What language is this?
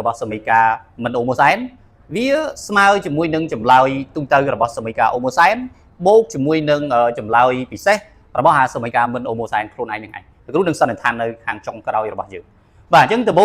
Khmer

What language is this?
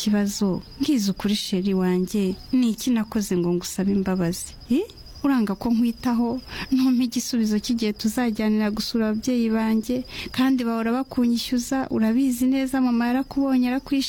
Kinyarwanda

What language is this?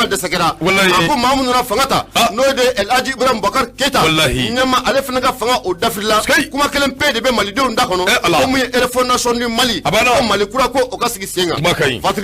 Bambara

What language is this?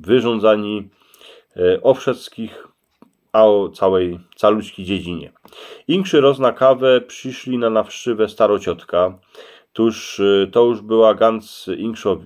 Silesian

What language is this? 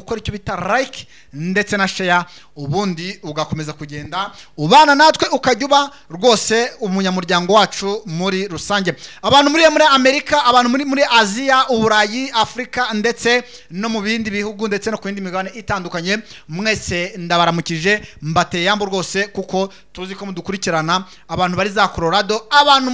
Kinyarwanda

